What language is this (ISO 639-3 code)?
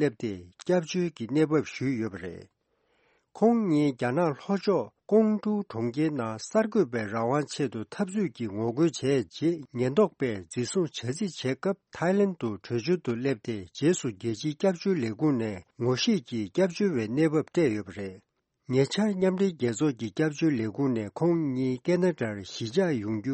bod